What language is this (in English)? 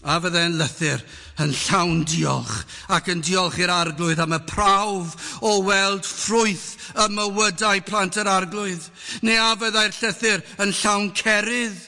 Welsh